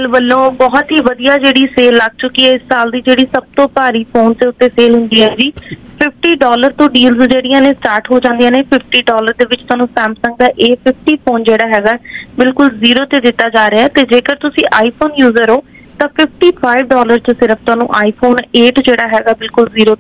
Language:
Punjabi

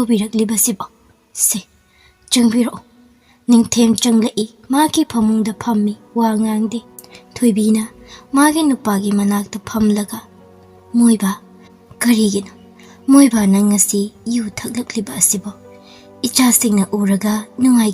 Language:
Manipuri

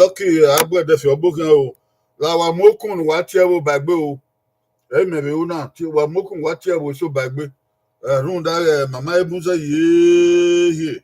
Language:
Bini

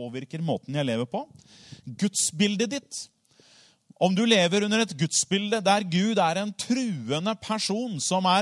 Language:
Norwegian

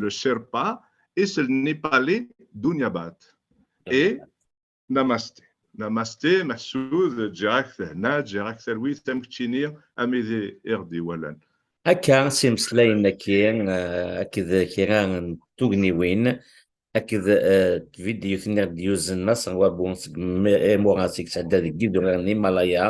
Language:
Kabyle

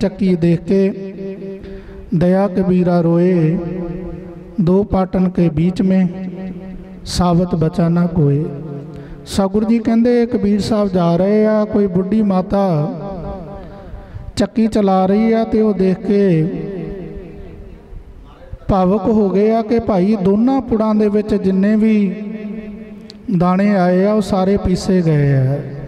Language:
Punjabi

